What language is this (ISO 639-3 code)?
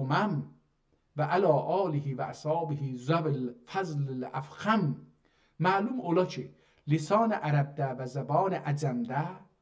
azb